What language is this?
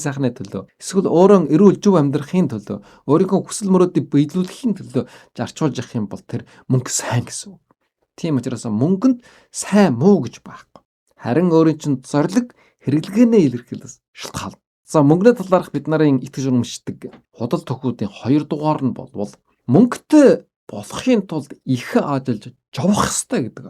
Mongolian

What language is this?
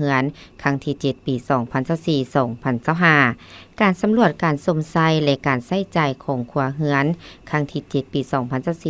Lao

